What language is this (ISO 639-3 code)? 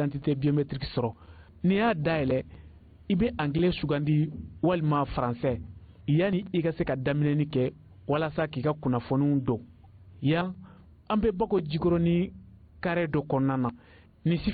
bam